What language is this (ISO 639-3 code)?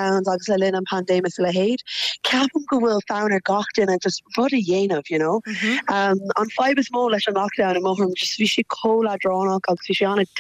gle